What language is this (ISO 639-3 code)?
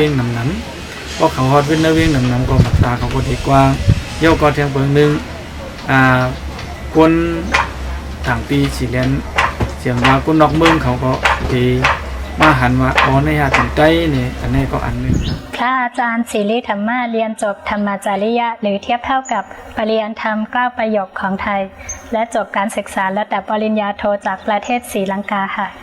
shn